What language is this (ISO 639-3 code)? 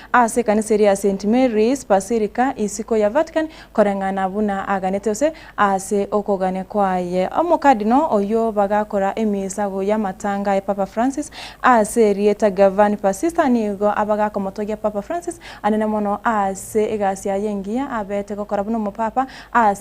guz